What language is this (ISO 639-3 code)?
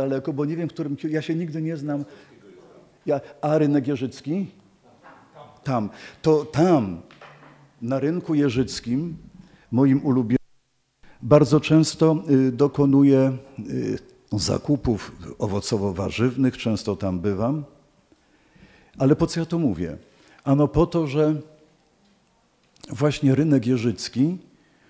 pol